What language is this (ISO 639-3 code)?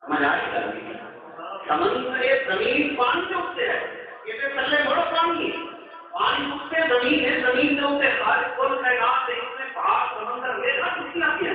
skr